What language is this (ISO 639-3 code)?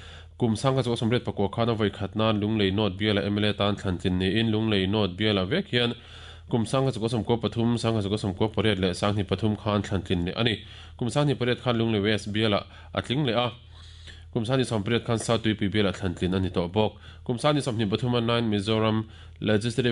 lus